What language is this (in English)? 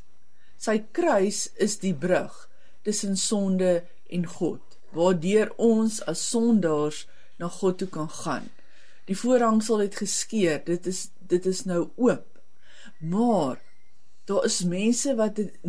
Afrikaans